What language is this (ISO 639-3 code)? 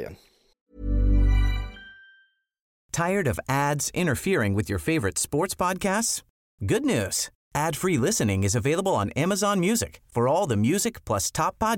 swe